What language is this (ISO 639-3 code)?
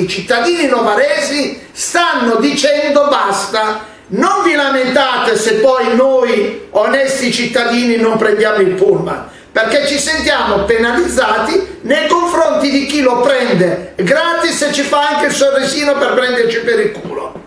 ita